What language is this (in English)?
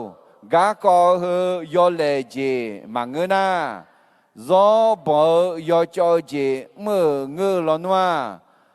Akha